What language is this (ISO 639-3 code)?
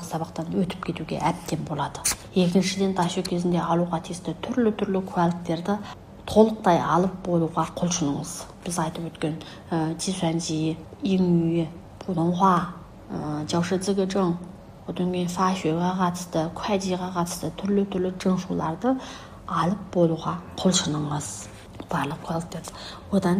kaz